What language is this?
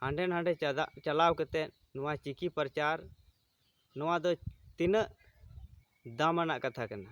Santali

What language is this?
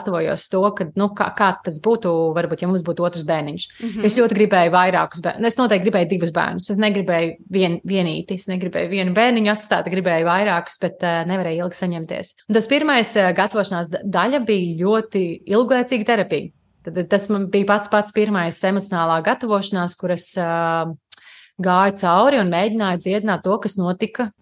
Latvian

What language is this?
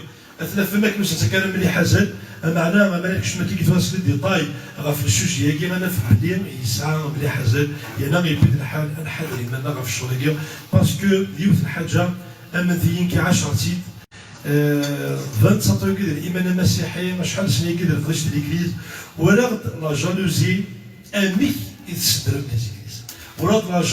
Kabyle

